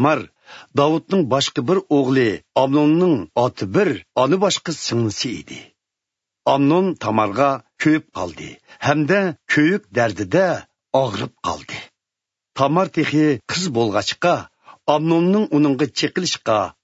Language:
Uyghur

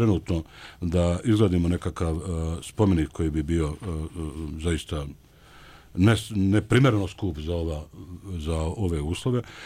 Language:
Bosnian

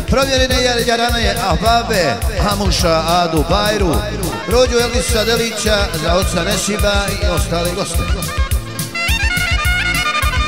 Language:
Bosnian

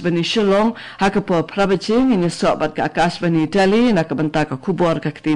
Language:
Khasi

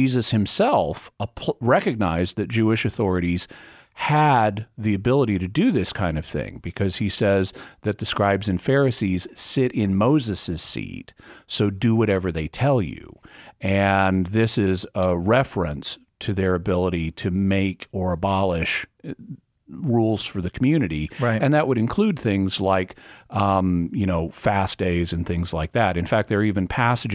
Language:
English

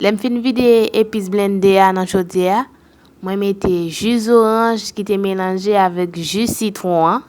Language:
Haitian Creole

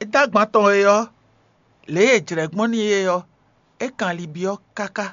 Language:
Fon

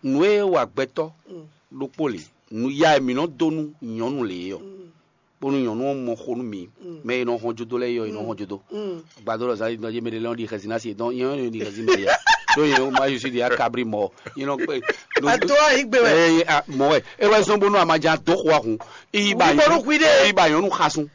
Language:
Fon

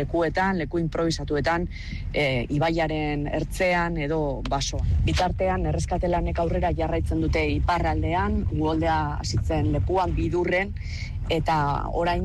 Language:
Basque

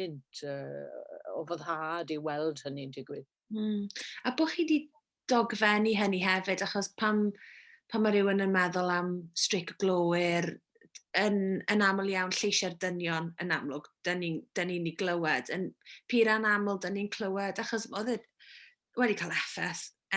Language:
Welsh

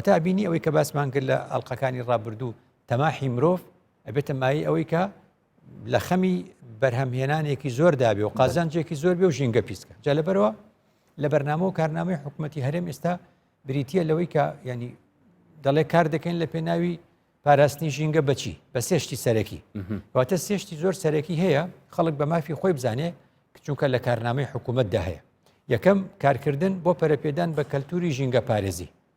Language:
Central Kurdish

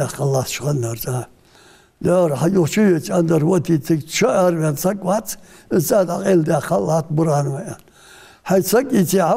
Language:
Ingush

